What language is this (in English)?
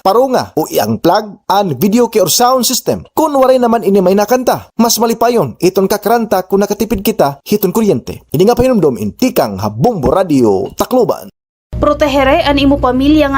Waray